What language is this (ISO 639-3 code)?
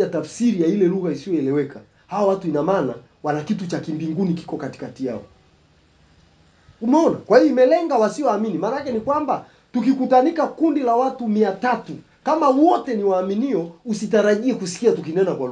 swa